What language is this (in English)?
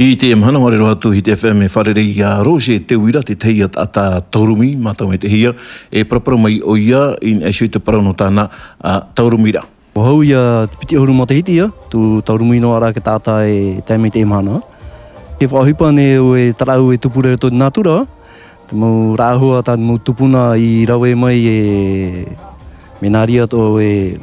Tahitian